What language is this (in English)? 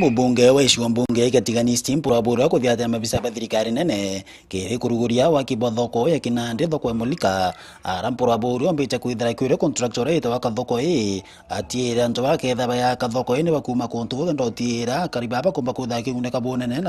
Meru